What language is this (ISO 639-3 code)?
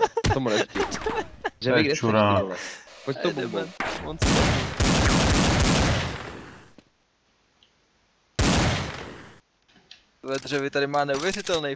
ces